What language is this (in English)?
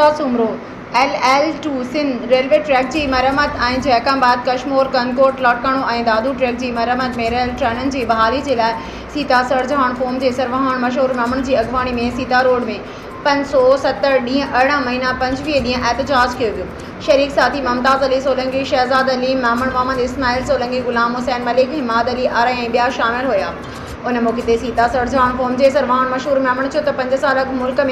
Sindhi